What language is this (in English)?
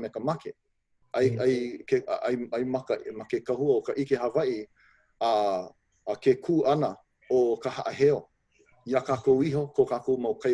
Hawaiian